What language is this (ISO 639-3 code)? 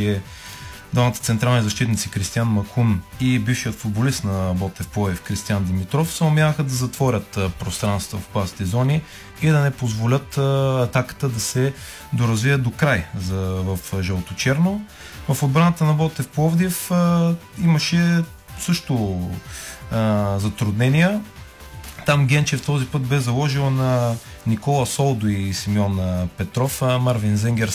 bul